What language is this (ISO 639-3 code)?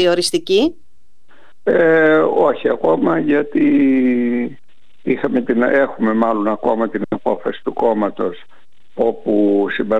ell